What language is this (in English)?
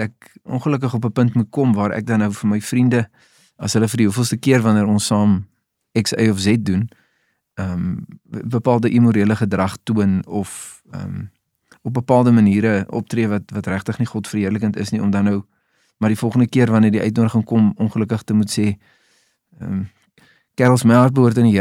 Afrikaans